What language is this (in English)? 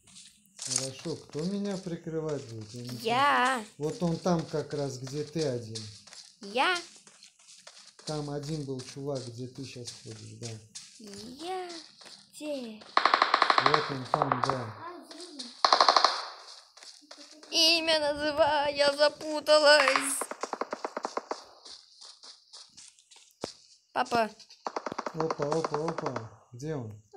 Russian